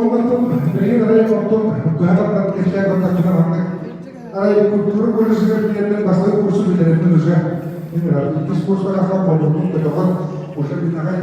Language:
Yakut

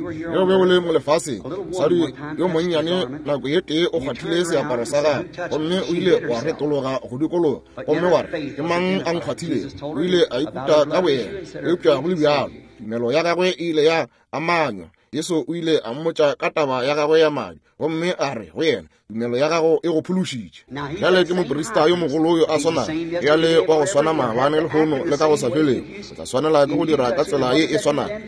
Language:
Northern Sotho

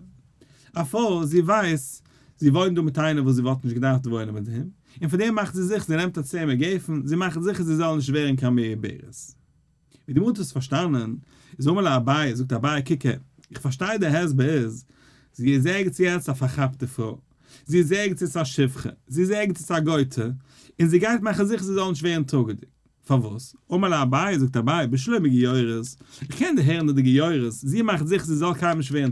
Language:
Yiddish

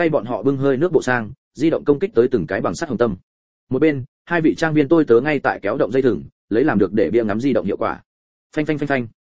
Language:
Vietnamese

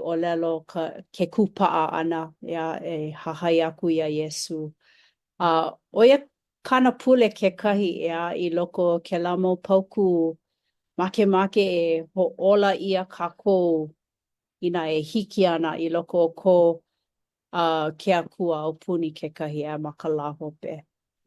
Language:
Hawaiian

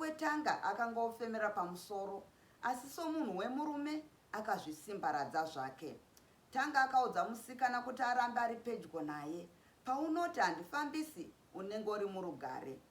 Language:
Shona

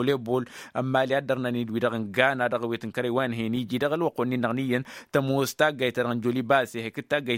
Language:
Tamasheq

